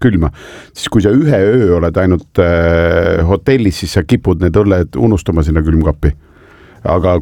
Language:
Estonian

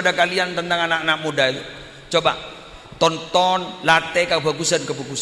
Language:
Madurese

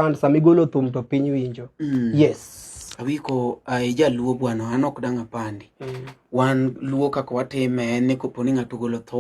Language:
Luo (Kenya and Tanzania)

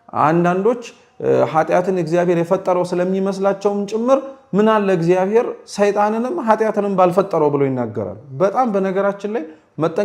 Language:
Amharic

